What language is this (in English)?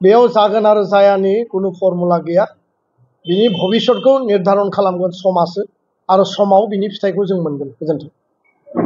Bodo